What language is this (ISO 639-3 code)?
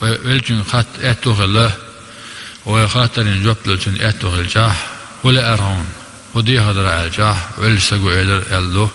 che